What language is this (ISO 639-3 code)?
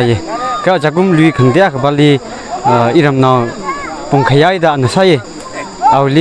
nmf